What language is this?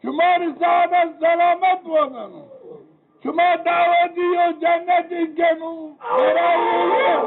Zaza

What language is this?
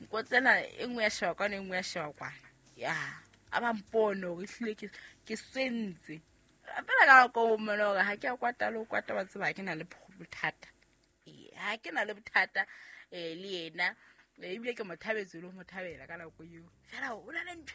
Southern Sotho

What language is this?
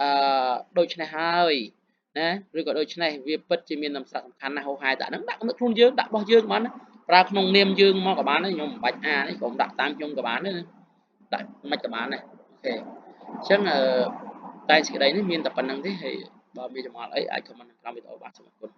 Khmer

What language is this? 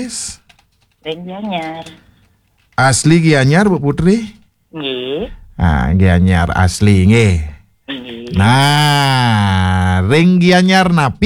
Balinese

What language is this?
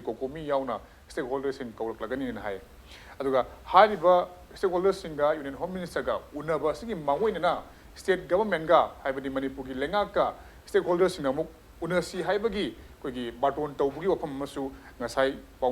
Manipuri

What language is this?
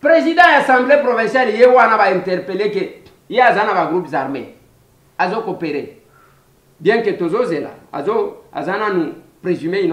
Lingala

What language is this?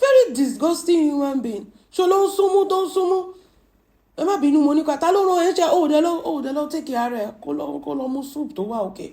Yoruba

